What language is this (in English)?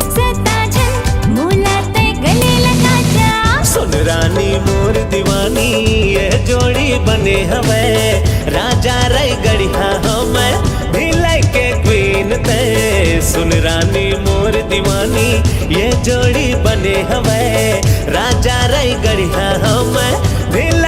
Chhattisgarhi